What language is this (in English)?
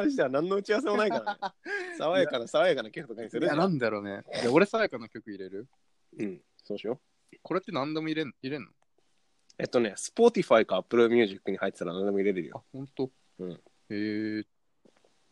Japanese